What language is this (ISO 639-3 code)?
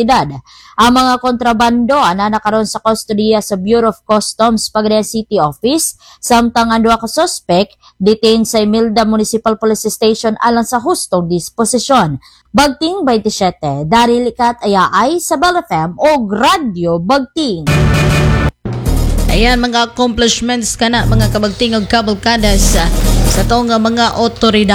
ceb